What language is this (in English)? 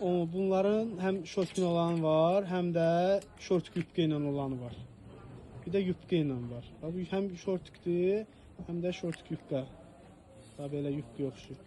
Azerbaijani